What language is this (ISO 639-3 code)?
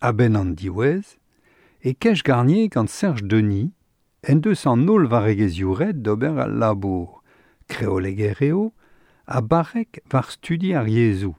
bre